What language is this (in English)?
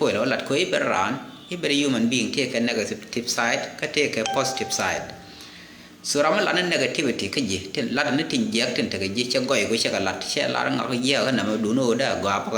Nuer